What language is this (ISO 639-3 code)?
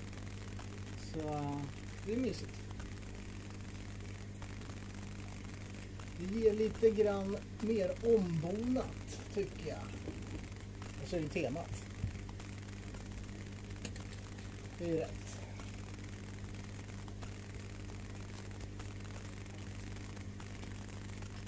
swe